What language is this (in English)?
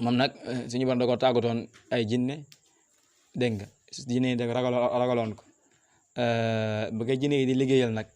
Wolof